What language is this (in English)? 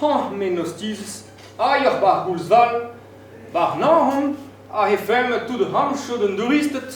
Breton